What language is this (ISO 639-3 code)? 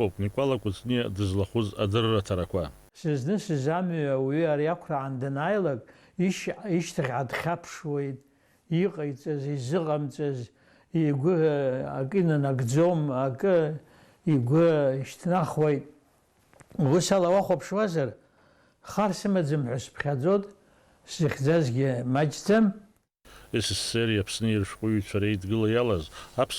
abk